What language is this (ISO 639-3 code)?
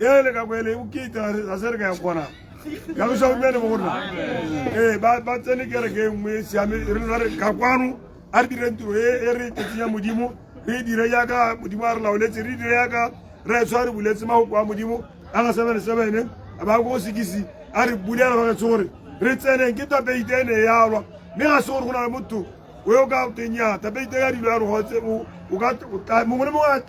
tsn